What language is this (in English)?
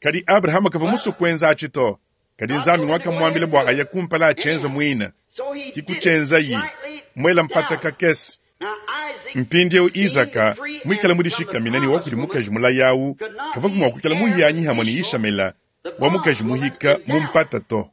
Luba-Lulua